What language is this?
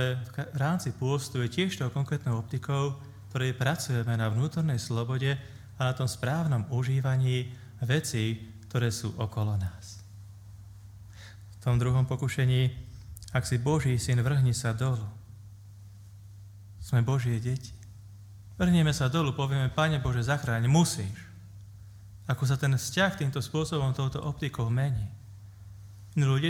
Slovak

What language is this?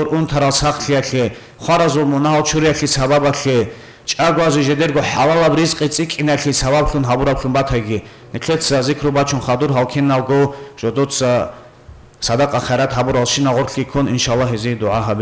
Avaric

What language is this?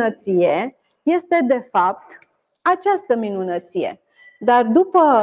Romanian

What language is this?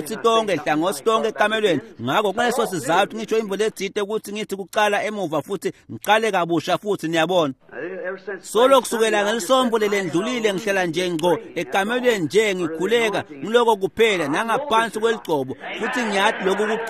Swati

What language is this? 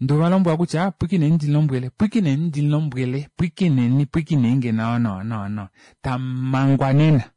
Kuanyama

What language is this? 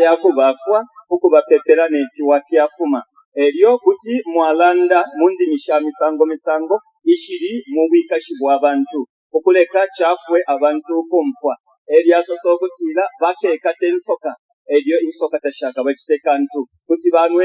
Bemba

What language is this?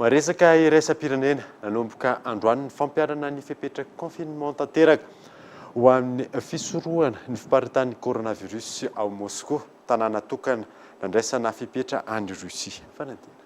Malagasy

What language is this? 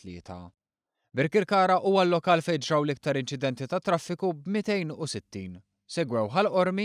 Maltese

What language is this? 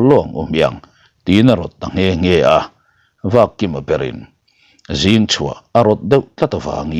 Mizo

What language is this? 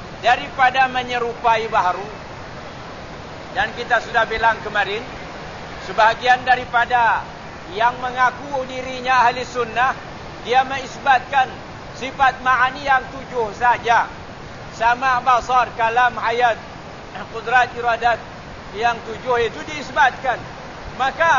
Malay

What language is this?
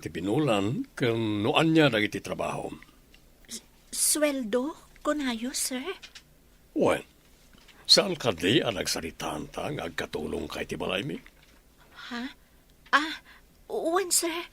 Iloko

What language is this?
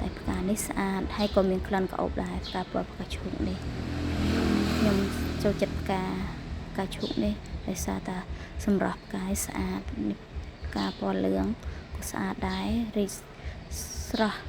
Khmer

